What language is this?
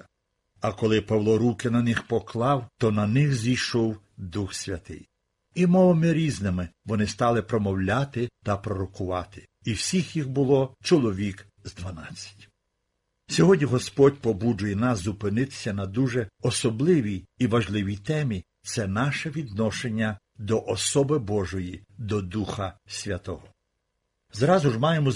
Ukrainian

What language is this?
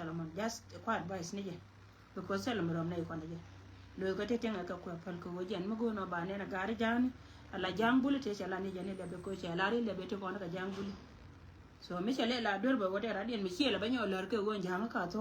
Nuer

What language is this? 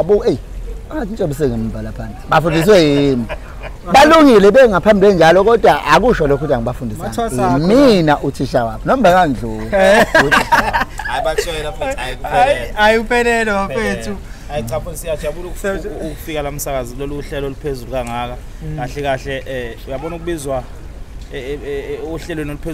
Zulu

